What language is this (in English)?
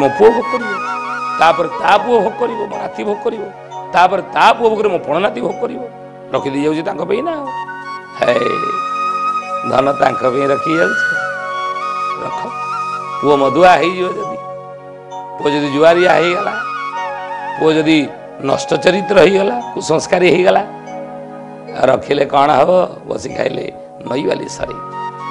Odia